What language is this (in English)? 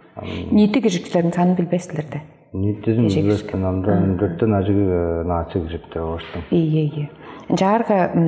Tuvinian